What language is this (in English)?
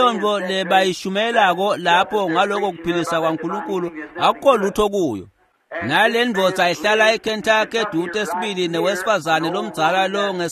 Swati